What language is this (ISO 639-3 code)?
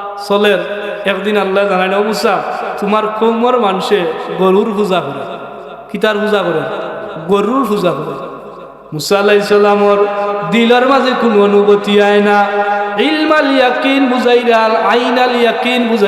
syl